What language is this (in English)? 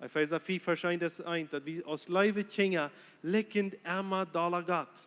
Plautdietsch